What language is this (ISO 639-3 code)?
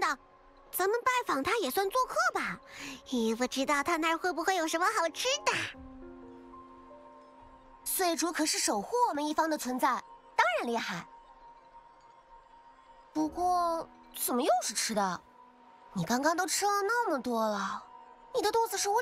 zho